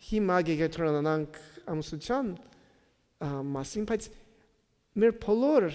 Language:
Armenian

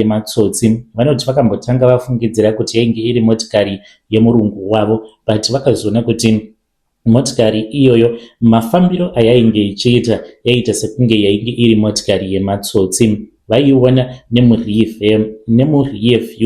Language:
Shona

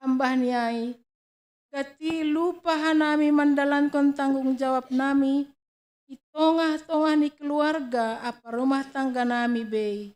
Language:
Batak Simalungun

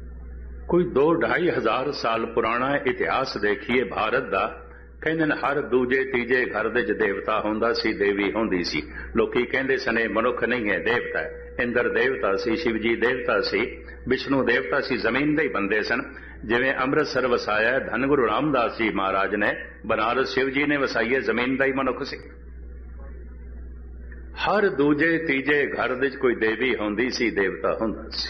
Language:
Punjabi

